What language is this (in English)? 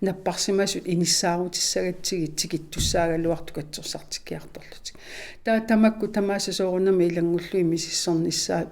Kalaallisut